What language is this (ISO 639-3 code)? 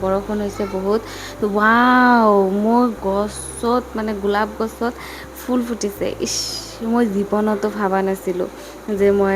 asm